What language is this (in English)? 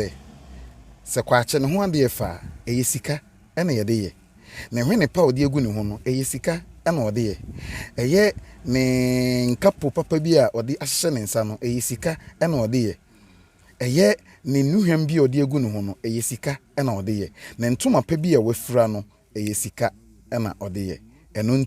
Akan